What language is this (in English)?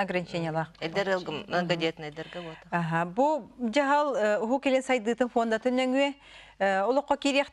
Yakut